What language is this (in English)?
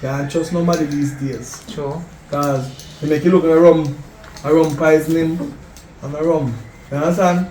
Jamaican Creole English